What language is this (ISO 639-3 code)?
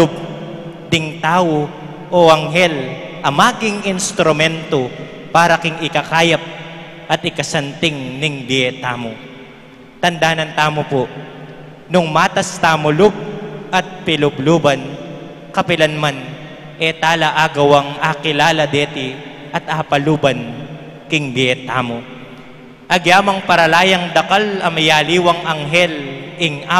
pam